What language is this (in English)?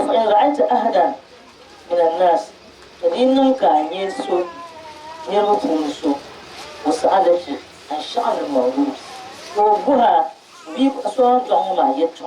Dagbani